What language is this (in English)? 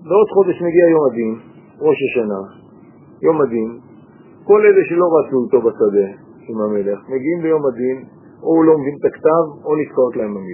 Hebrew